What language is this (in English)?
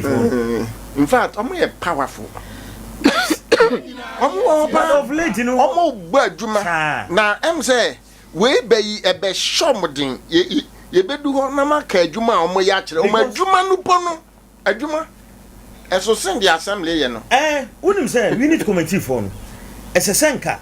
Akan